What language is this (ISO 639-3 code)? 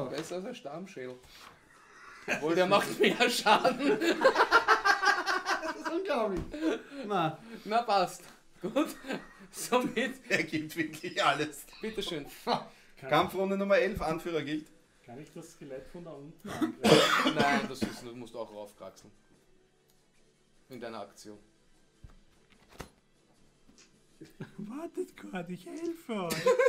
deu